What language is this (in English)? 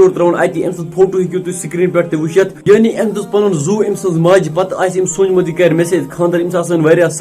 Kashmiri